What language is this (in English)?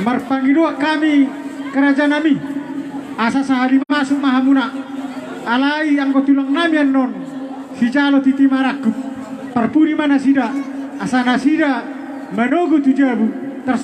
Batak Toba